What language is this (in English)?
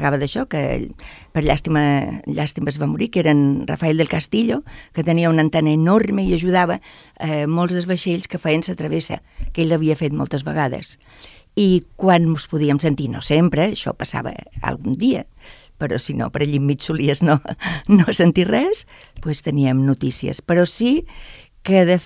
Catalan